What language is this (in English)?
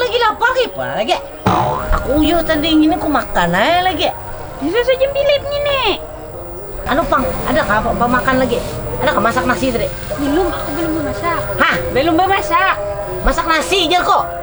Banjar